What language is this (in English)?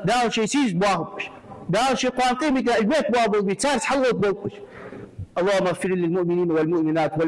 Ingush